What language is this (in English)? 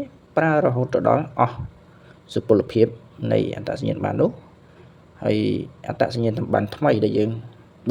Khmer